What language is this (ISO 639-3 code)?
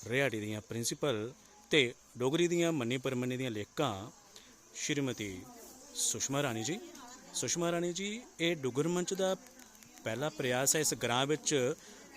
doi